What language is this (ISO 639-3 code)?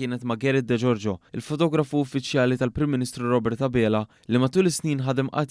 mlt